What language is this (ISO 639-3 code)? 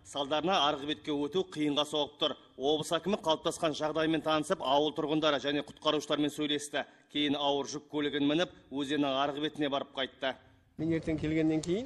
kaz